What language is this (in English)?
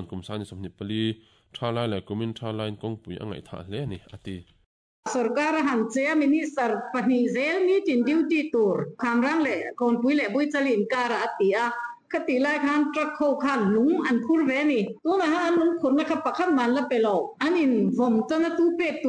Mizo